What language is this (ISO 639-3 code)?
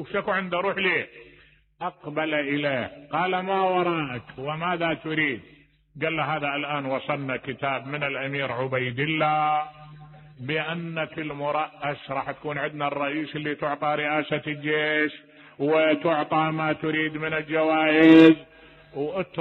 acm